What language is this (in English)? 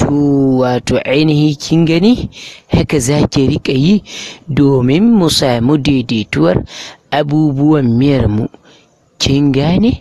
Hausa